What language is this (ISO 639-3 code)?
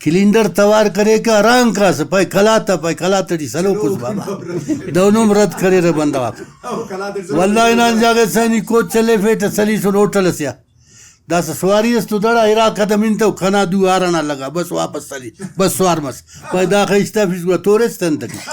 brh